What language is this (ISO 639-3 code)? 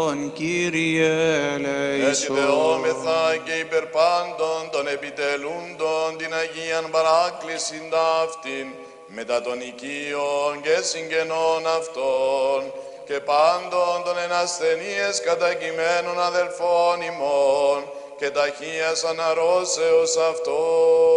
ell